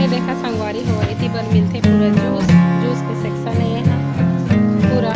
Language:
Chhattisgarhi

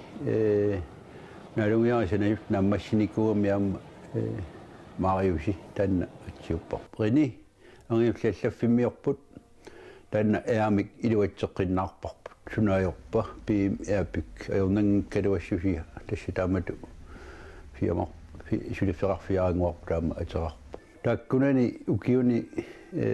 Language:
Kalaallisut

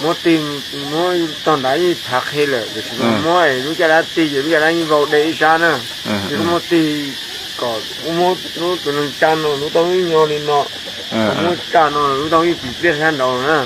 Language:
Hmong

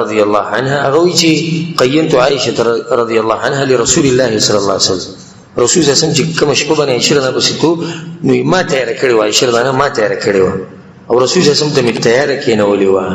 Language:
Pashto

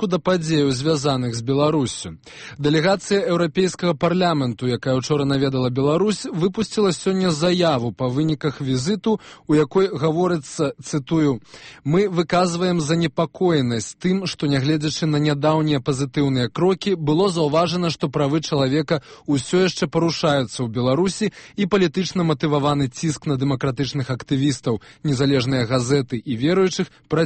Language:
Belarusian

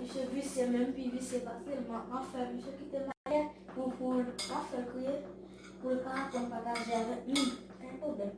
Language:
Haitian Creole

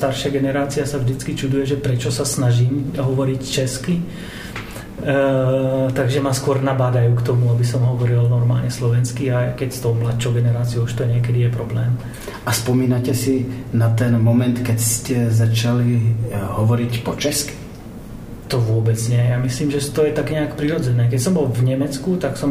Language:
Slovak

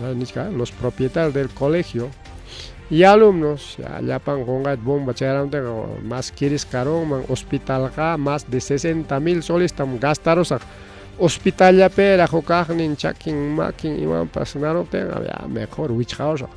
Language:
Ayacucho Quechua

